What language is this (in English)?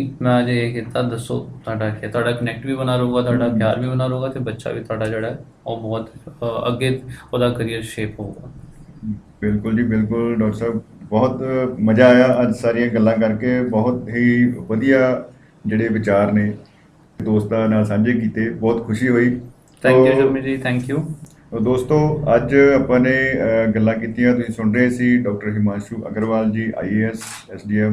Punjabi